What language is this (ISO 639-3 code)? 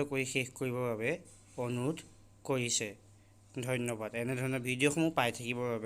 asm